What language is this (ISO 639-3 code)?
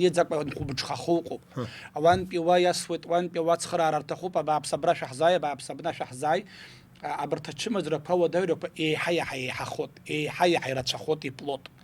abk